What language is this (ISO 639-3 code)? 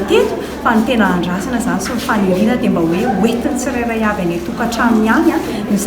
mlg